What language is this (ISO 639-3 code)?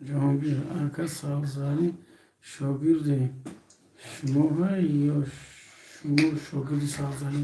tgk